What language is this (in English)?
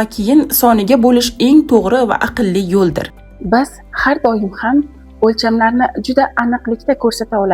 Uzbek